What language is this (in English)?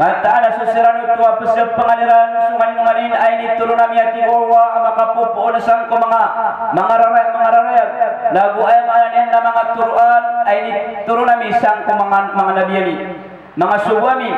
Maranao